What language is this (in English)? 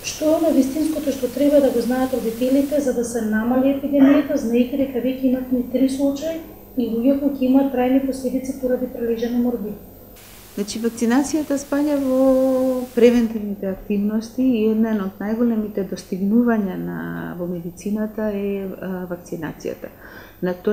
Macedonian